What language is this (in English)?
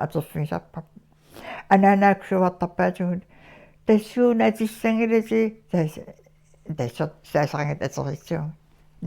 Kalaallisut